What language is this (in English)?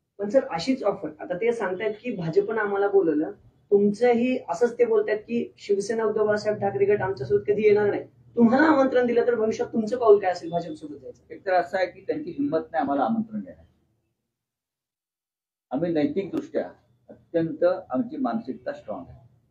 Marathi